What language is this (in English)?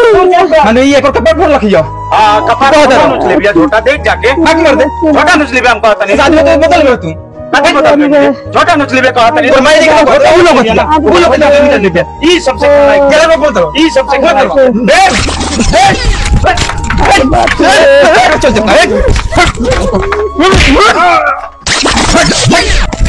Bhojpuri